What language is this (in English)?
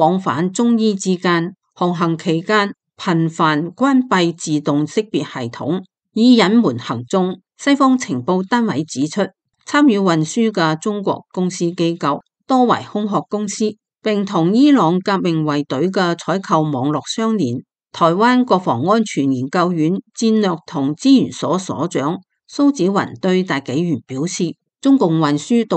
Cantonese